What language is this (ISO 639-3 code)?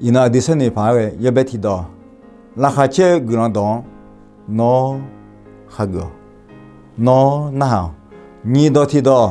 ahk